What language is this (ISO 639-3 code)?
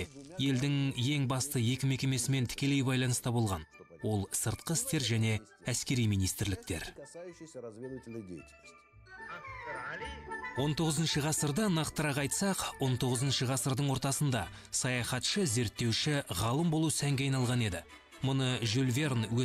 kaz